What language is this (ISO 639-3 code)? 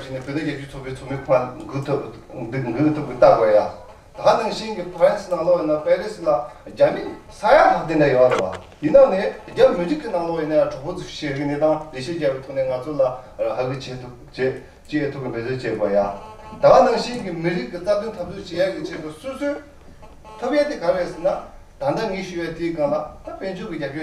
bod